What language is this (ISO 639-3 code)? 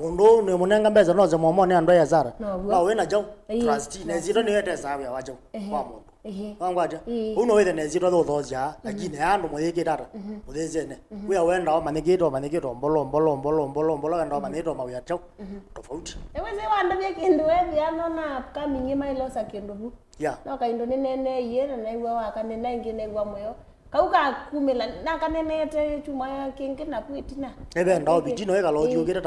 kam